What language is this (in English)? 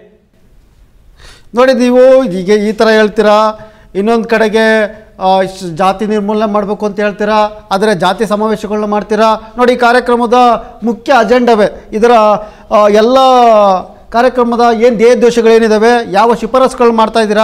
Kannada